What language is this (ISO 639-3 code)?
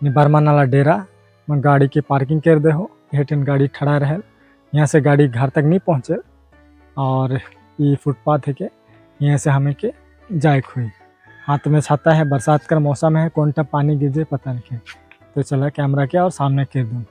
sck